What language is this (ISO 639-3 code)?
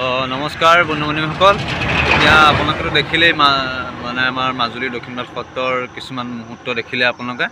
asm